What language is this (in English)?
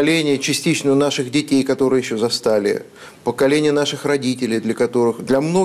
Russian